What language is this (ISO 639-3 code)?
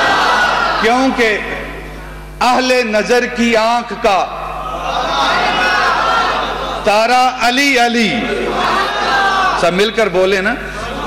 urd